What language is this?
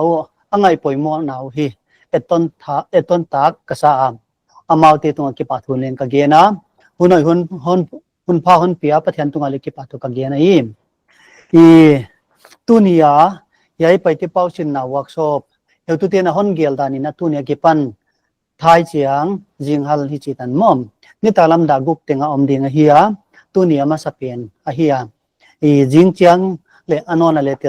Paite Chin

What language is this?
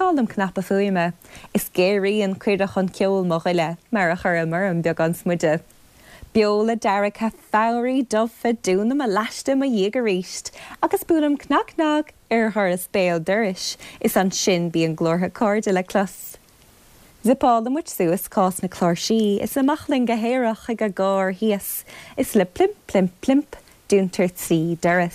Irish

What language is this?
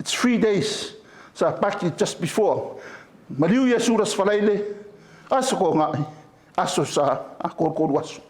Samoan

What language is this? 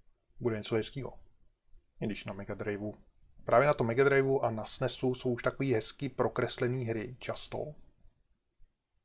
Czech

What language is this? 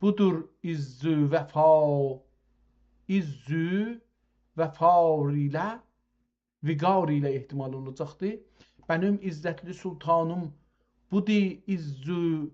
South Azerbaijani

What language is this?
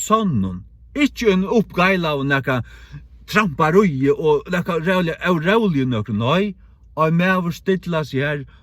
Faroese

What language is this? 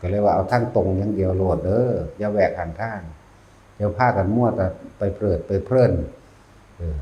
Northeastern Thai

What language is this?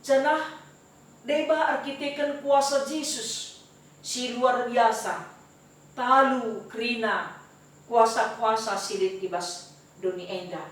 Batak Karo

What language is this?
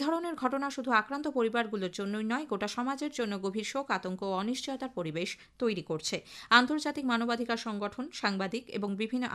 Bangla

